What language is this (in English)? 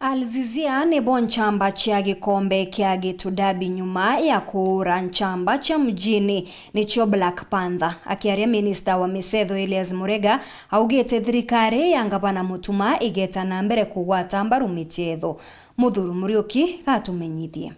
Meru